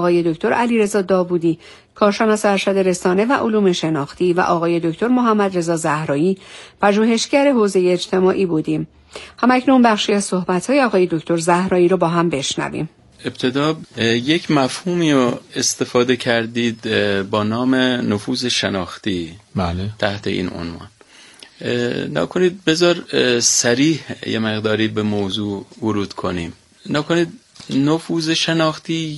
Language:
Persian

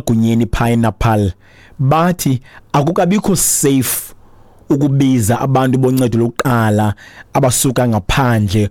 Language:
Xhosa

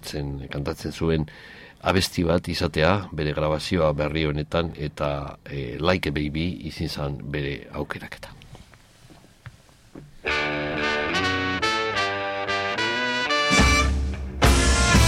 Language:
Basque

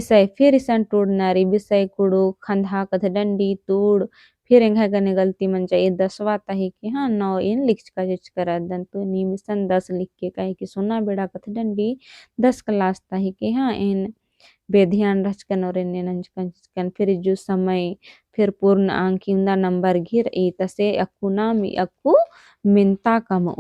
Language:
Kurukh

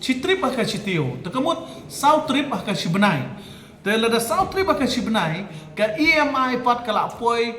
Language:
Khasi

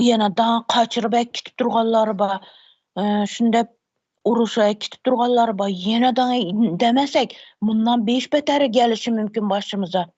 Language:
Turkmen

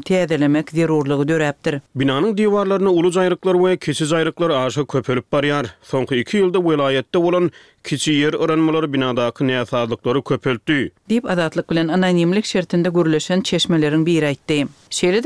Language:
Turkmen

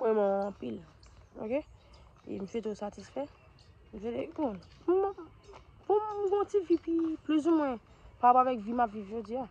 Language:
Haitian Creole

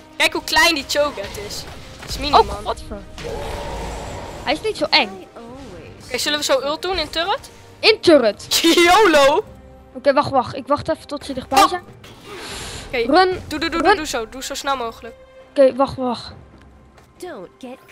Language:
Dutch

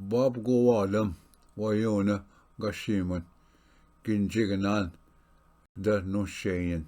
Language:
Ojibwa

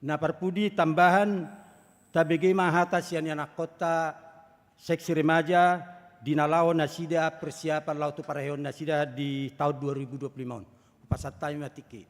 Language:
Batak Toba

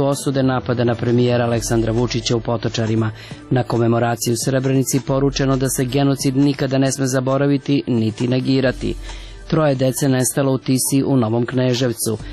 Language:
Serbian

